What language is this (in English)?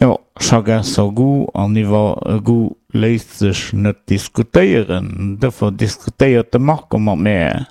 Luxembourgish